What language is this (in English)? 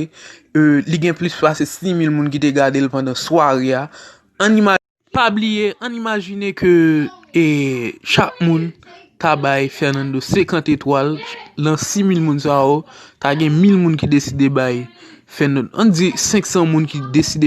Haitian Creole